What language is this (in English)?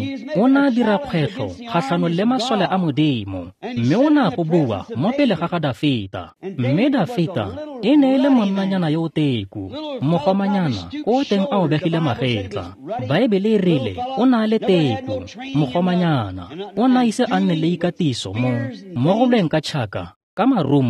Tswana